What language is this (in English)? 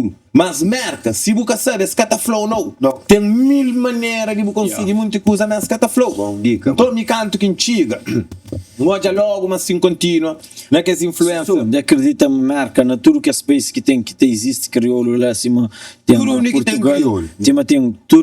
Kabuverdianu